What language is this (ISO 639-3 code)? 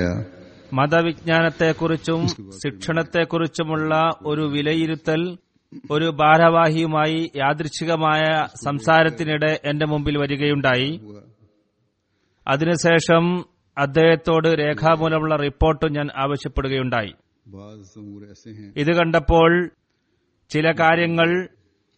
mal